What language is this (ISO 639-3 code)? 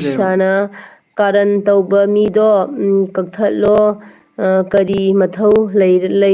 mni